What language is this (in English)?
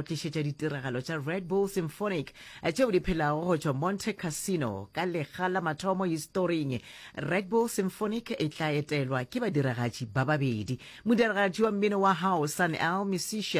Northern Sotho